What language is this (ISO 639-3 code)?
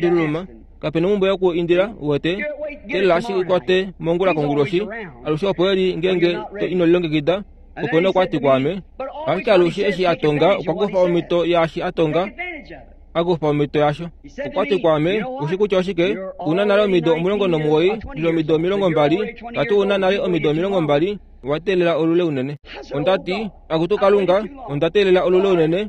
kua